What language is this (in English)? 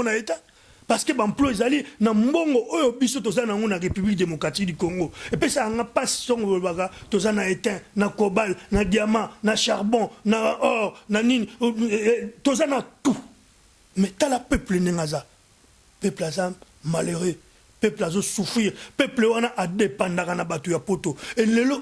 Lingala